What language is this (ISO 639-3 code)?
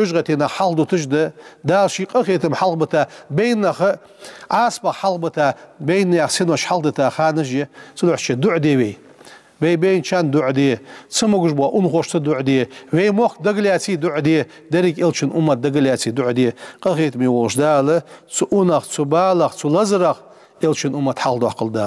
inh